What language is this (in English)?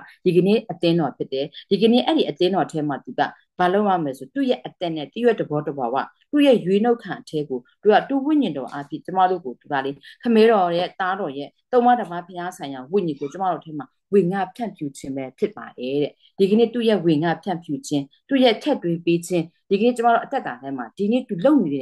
Burmese